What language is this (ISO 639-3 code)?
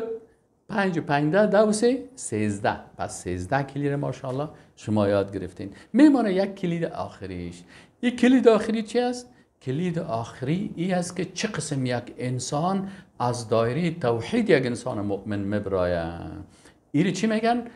fas